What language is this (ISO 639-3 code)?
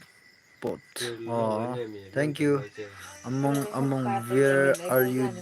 nag